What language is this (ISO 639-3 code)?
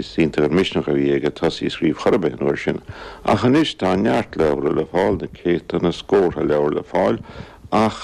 gle